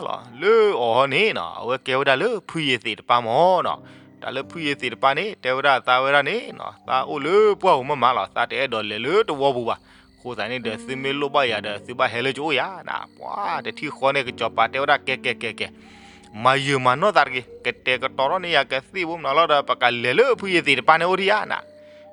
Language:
S'gaw Karen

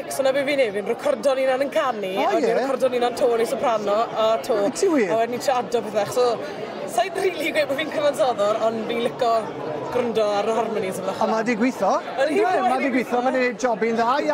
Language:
Welsh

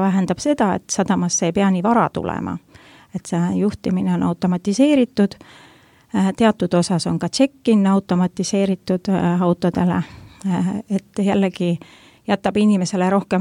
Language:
Estonian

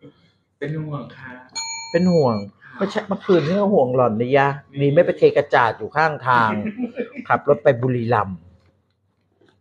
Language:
Thai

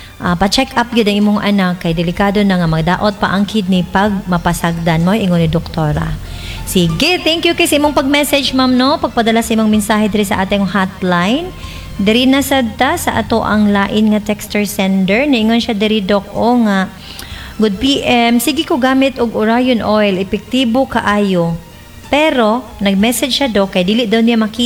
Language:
Cebuano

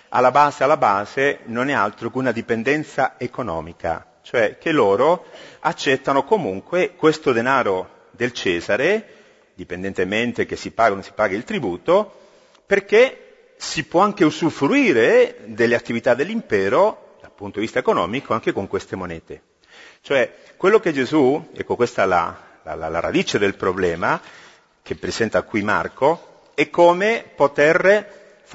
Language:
Italian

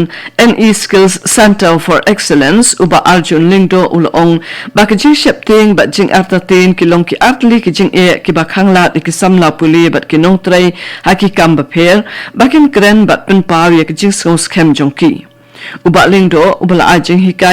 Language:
Khasi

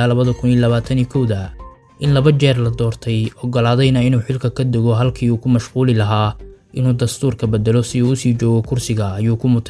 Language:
Somali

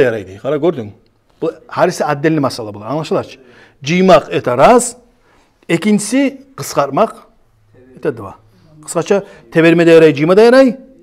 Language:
Kumyk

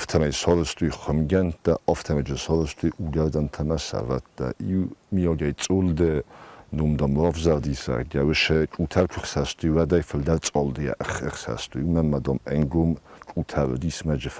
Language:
Ossetic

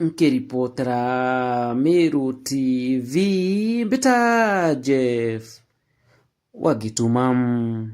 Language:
Meru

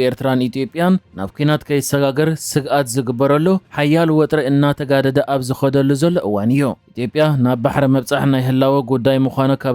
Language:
Tigrinya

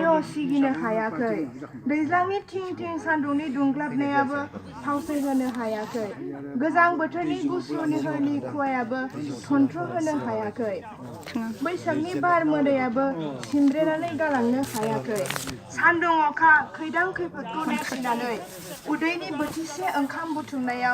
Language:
Bodo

